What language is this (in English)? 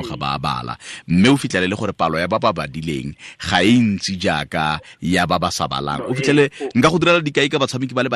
Tswana